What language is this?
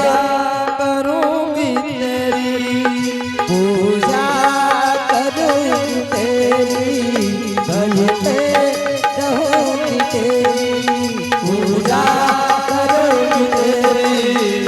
Angika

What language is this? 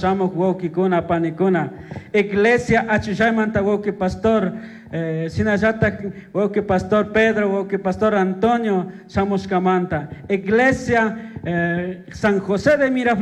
Chimborazo Highland Quichua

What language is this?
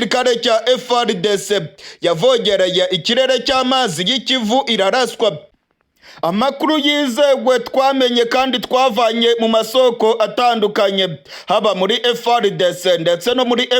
Rundi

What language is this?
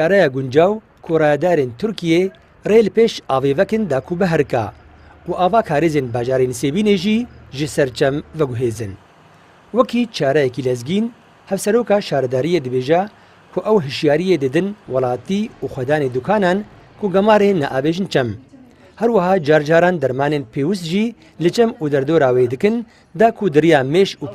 Kurdish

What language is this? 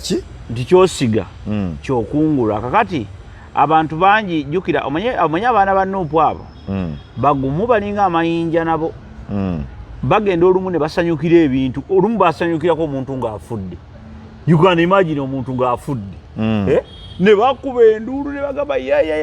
Ganda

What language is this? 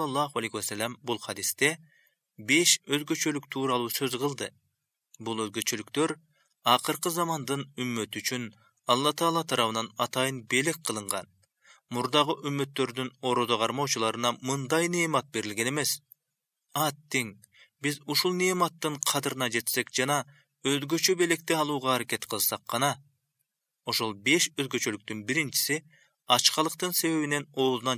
Kyrgyz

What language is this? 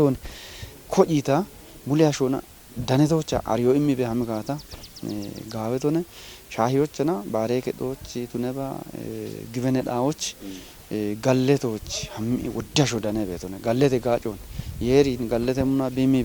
Kafa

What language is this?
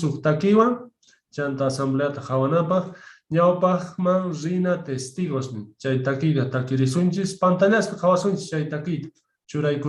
Quechua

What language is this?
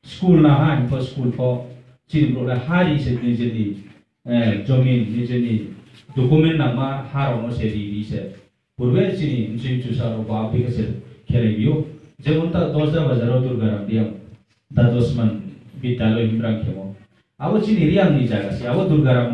Riang (India)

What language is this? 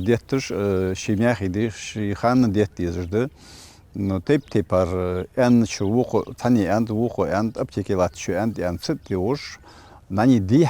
Ingush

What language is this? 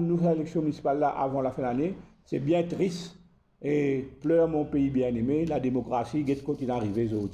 Morisyen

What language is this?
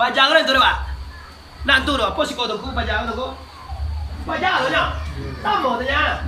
Minangkabau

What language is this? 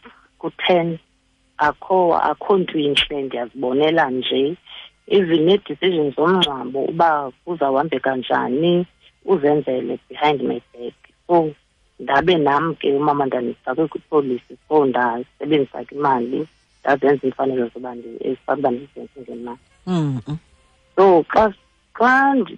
Xhosa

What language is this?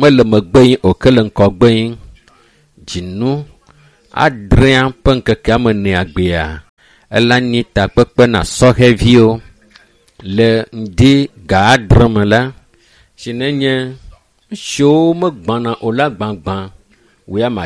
Ewe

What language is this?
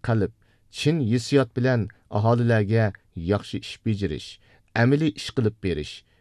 Uyghur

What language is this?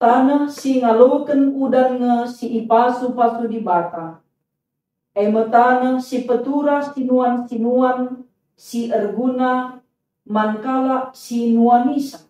Batak Karo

